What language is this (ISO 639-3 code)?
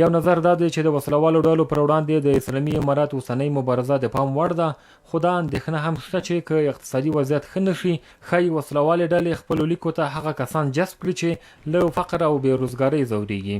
pus